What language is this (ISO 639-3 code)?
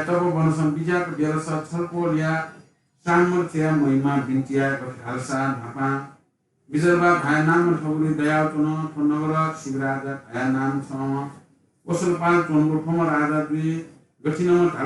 new